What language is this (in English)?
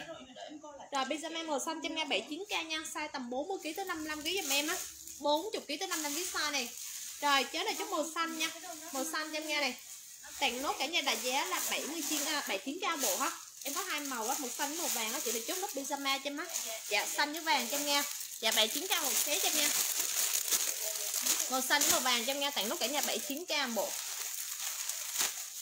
Vietnamese